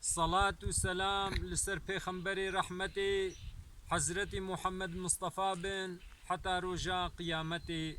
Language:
Kurdish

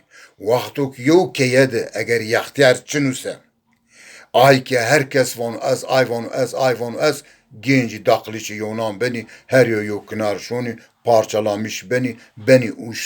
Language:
Zaza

